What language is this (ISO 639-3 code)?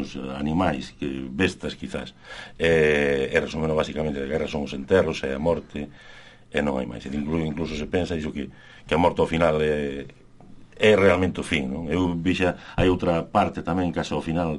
glg